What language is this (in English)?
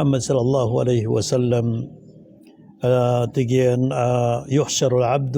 Maranao